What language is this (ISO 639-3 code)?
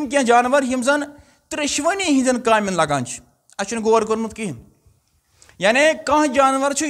kas